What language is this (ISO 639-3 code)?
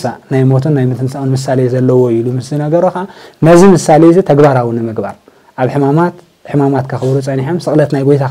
tir